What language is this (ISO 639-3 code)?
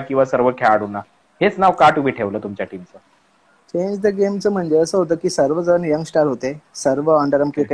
mar